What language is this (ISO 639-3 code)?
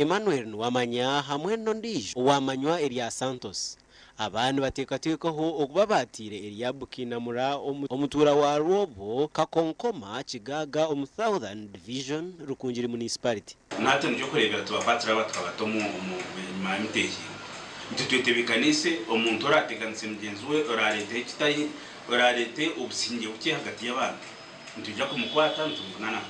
nyn